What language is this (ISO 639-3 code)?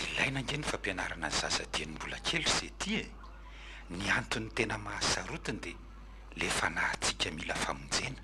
mlg